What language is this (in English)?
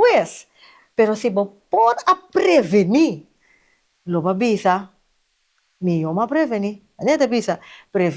Papiamento